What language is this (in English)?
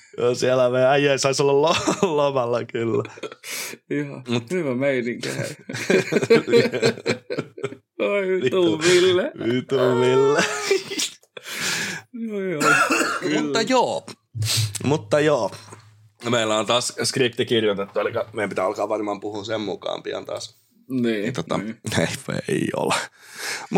Finnish